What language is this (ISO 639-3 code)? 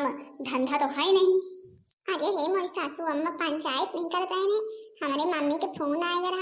awa